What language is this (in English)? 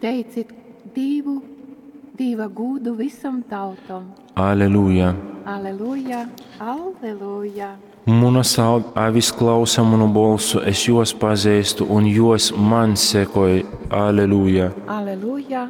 Latgalian